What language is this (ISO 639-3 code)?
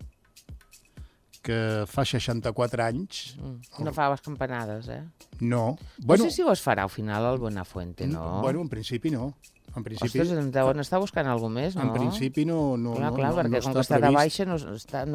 cat